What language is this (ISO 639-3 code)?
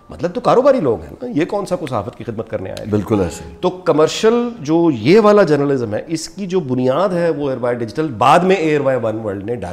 urd